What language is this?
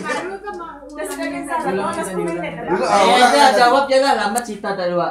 Malay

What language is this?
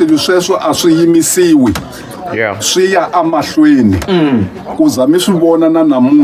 Tsonga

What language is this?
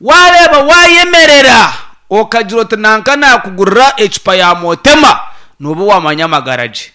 Nyankole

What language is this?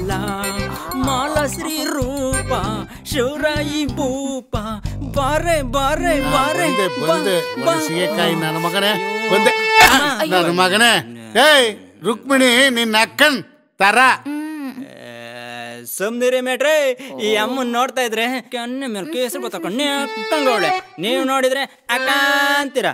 Kannada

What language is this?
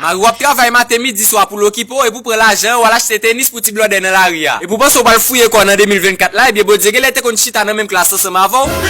Haitian Creole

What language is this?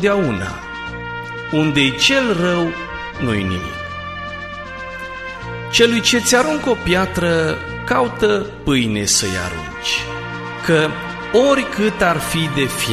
Romanian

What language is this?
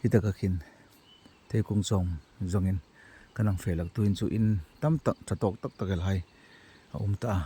Hmar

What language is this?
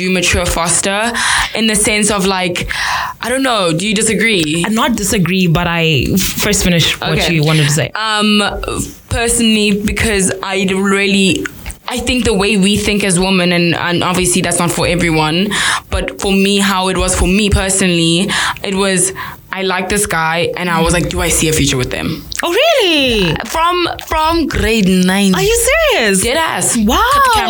English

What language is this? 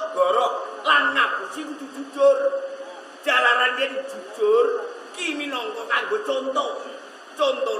Javanese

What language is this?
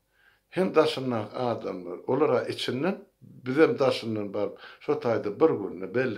Turkmen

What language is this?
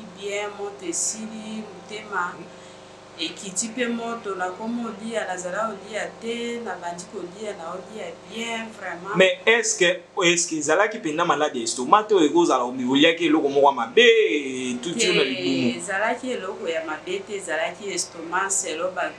Lingala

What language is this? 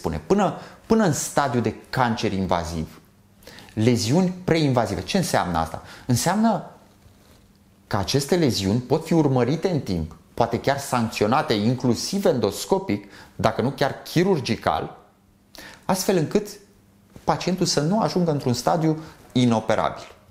Romanian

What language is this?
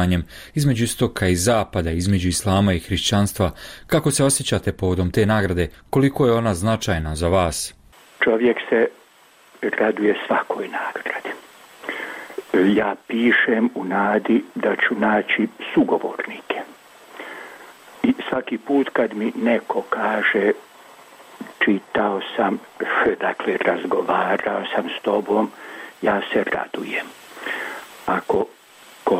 Bosnian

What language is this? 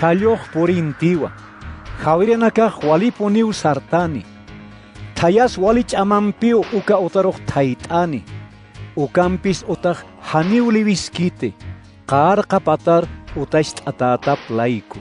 Aymara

